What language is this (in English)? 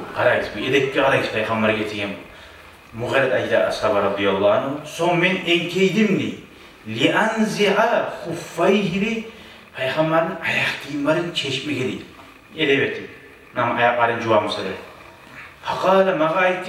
Kumyk